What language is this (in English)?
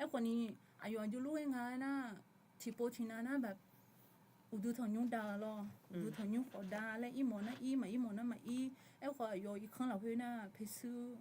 Akha